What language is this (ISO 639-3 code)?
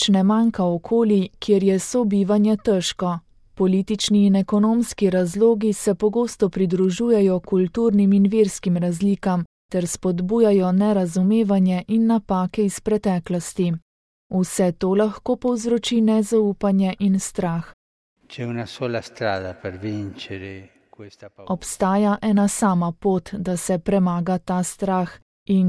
slv